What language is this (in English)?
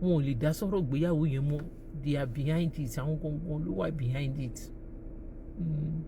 Yoruba